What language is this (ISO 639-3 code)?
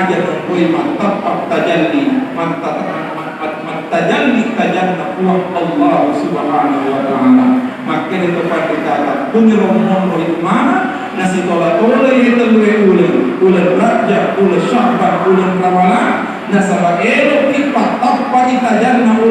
bug